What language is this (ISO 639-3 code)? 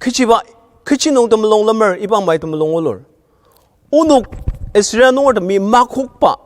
njo